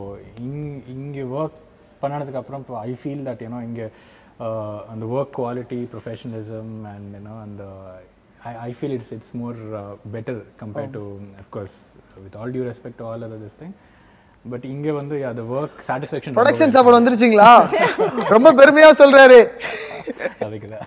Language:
Tamil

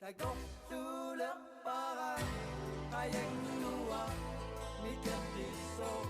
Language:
Kalaallisut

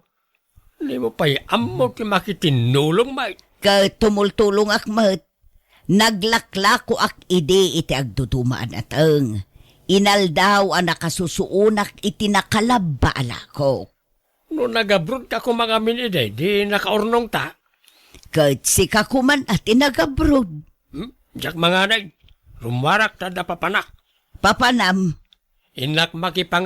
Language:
Iloko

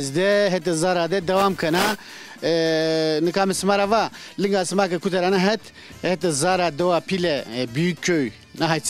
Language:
Zaza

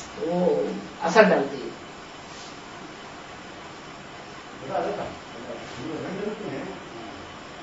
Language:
Hindi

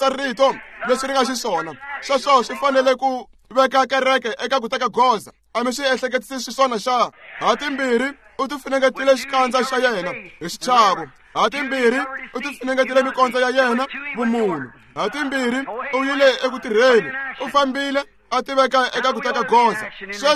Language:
Tsonga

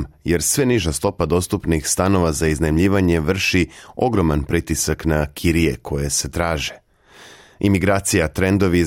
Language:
Serbian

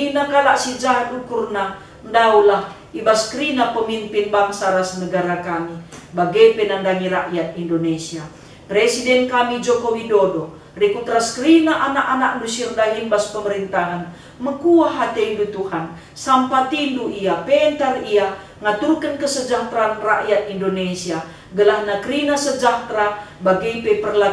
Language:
Batak Karo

